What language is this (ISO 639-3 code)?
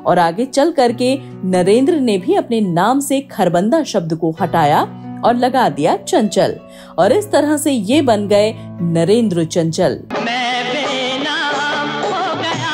hin